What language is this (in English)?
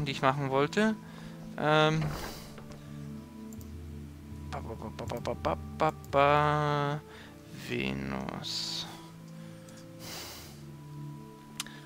German